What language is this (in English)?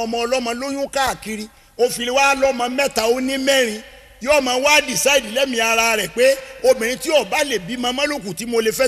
Yoruba